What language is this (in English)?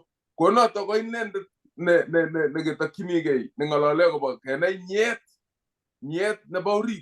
Kalenjin